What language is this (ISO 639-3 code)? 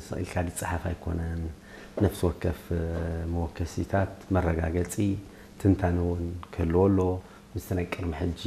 tir